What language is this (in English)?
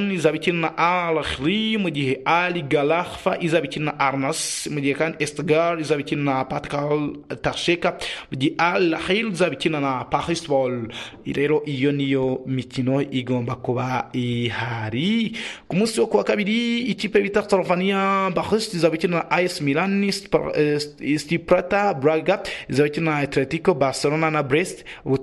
Kinyarwanda